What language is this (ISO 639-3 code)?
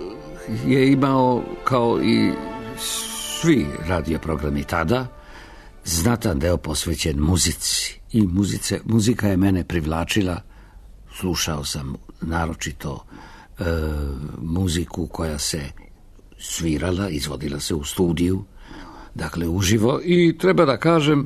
srp